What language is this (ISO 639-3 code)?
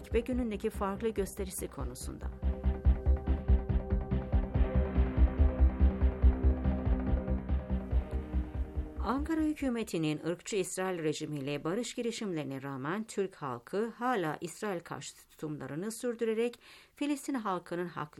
tur